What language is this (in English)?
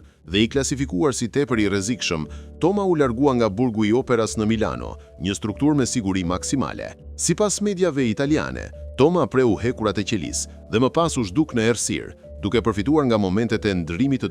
Albanian